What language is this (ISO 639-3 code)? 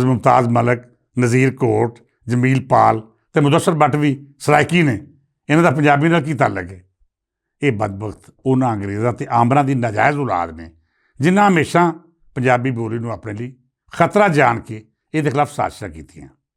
lah